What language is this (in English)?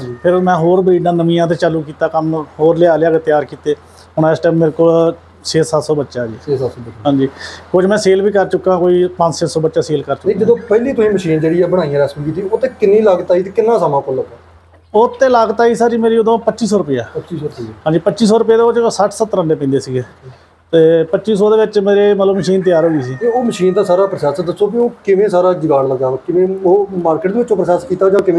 Punjabi